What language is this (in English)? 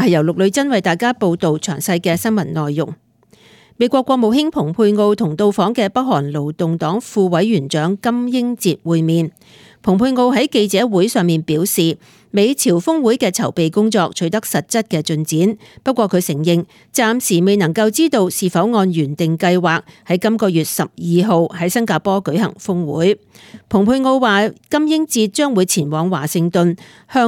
Cantonese